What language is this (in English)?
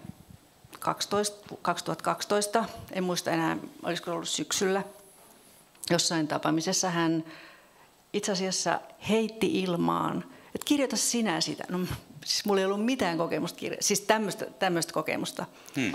Finnish